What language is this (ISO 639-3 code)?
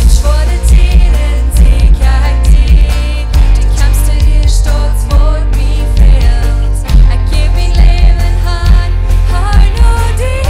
pdt